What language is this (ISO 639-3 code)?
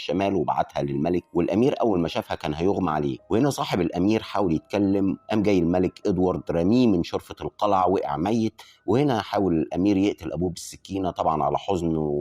arz